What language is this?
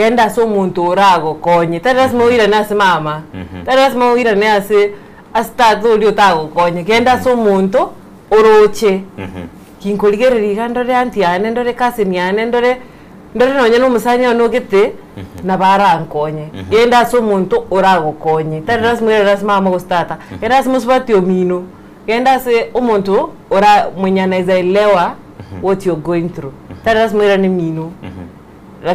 Gusii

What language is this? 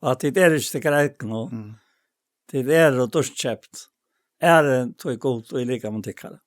Faroese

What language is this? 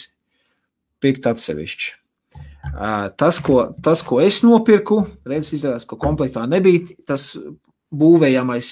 Latvian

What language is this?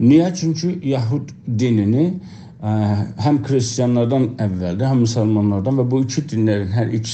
South Azerbaijani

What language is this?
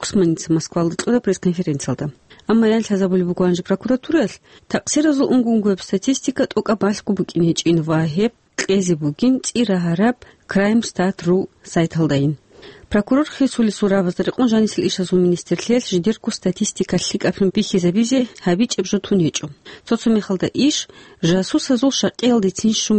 Avaric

